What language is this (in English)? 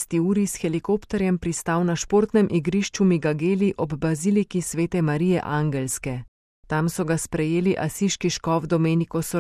Slovenian